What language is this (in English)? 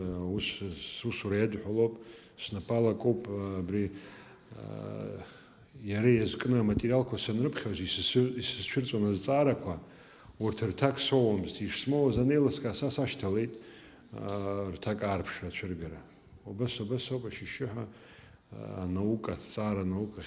Abkhazian